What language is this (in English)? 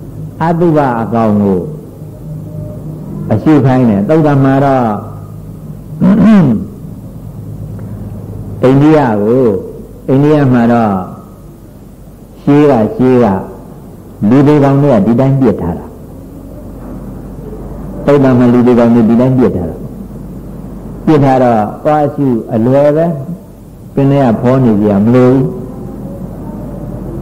Burmese